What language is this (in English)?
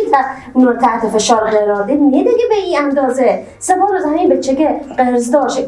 Persian